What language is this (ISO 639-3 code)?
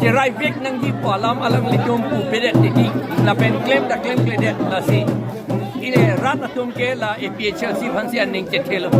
mjw